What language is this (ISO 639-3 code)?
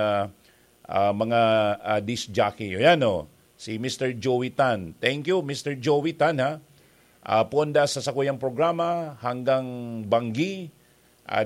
bik